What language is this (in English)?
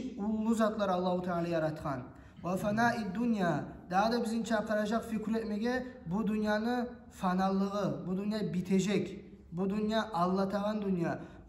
Kumyk